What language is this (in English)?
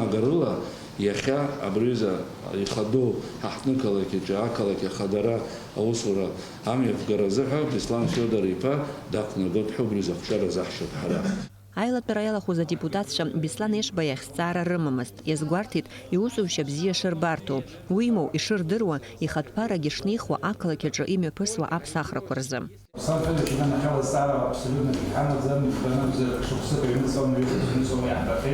Abkhazian